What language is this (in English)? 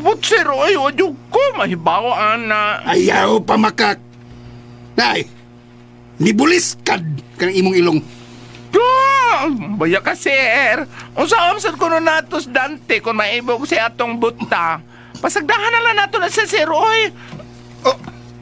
Cebuano